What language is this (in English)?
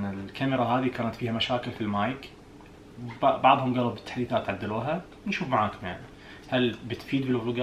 Najdi Arabic